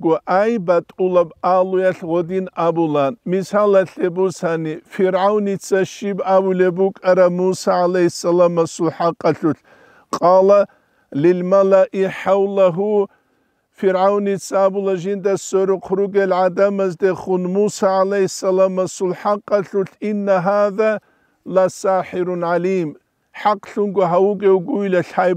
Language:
Avaric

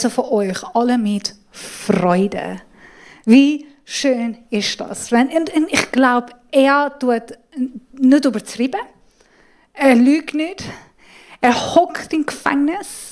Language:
Swiss German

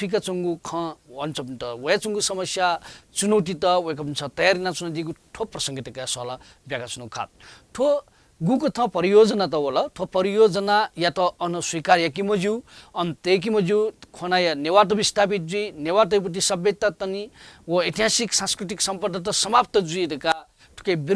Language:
Newari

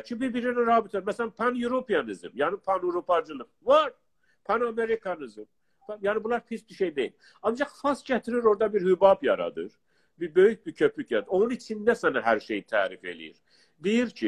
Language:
South Azerbaijani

